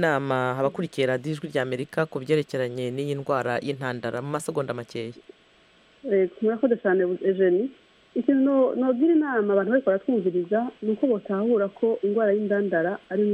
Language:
Kinyarwanda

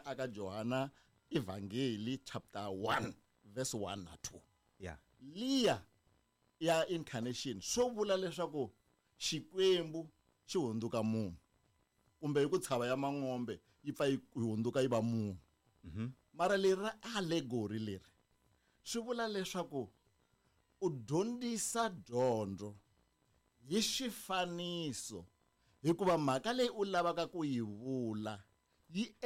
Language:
Tsonga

